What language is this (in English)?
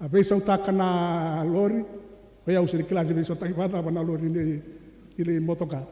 Fijian